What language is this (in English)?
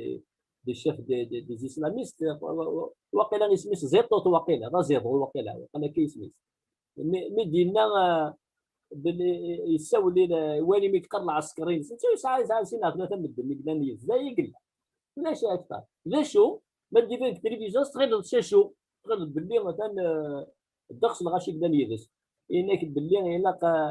Kabyle